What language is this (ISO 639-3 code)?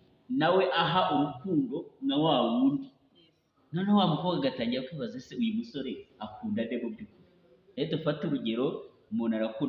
kin